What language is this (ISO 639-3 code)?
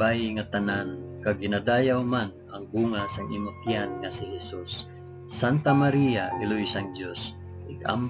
hil